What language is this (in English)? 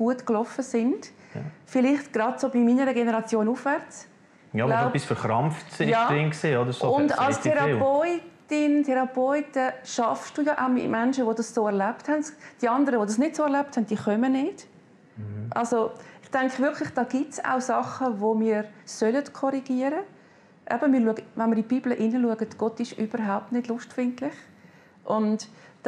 Swiss German